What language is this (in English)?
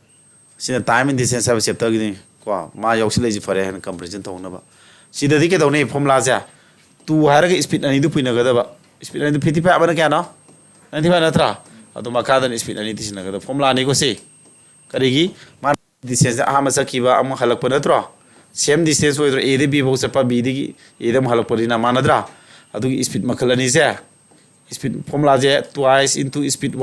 Manipuri